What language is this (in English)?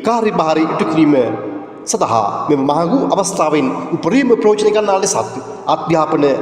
Sinhala